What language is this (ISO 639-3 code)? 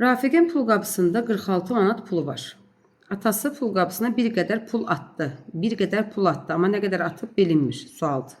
aze